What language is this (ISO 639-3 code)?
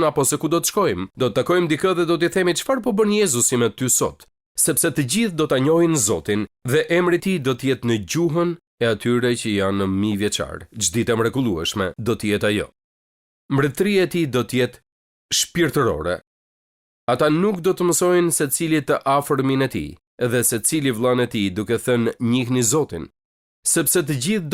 sqi